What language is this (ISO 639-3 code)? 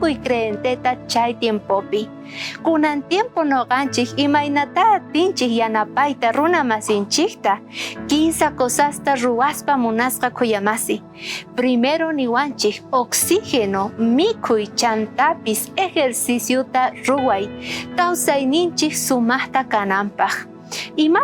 quh